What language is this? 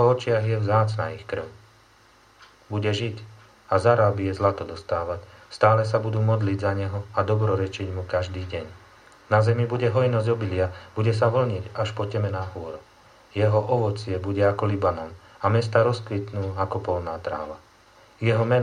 Slovak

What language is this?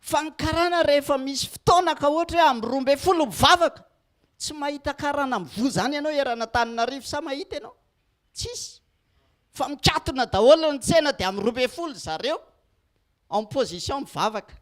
Malagasy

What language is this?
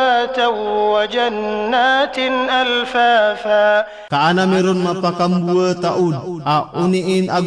Maranao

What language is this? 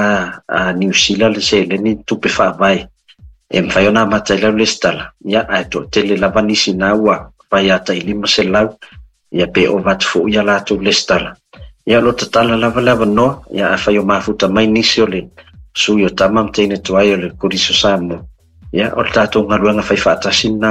Samoan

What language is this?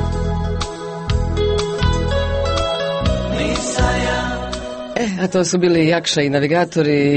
Croatian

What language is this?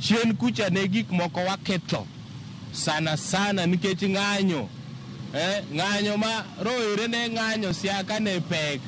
Luo (Kenya and Tanzania)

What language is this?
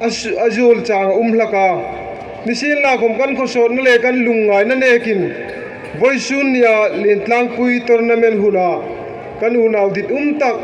Hmar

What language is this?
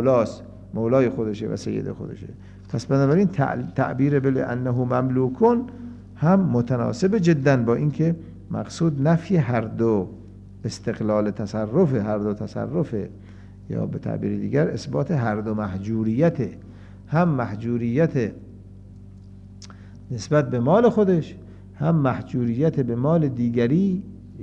Persian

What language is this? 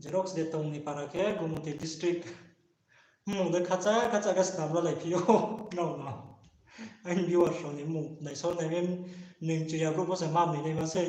Riang (India)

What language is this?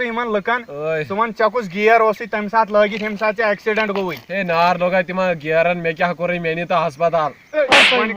Kashmiri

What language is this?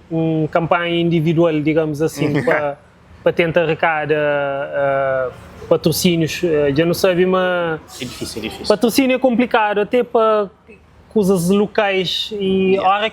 Kabuverdianu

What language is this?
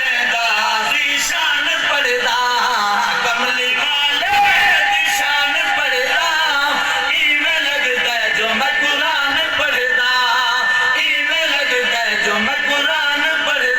Saraiki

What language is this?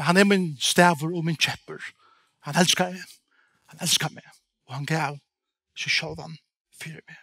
Faroese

